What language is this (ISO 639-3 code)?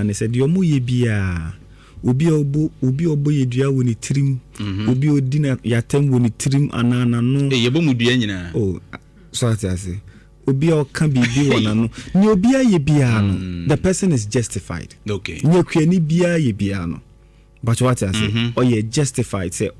aka